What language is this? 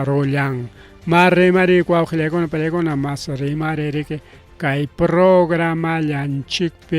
Ayacucho Quechua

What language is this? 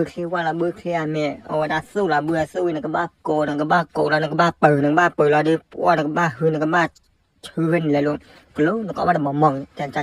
S'gaw Karen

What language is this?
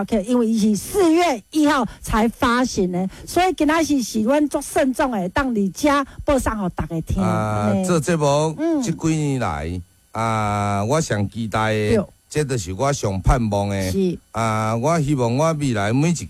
Min Nan Chinese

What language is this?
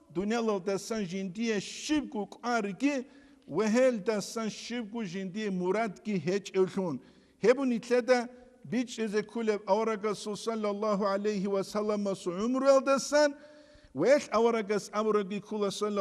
Avaric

